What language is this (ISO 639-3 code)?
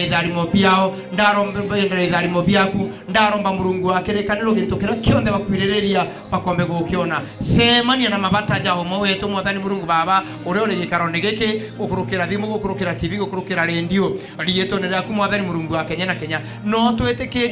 mer